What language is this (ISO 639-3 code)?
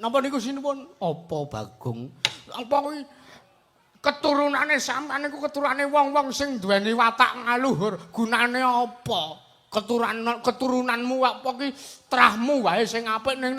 jav